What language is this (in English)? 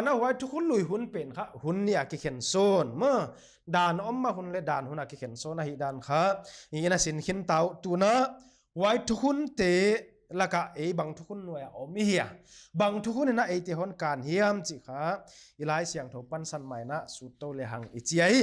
Paite Chin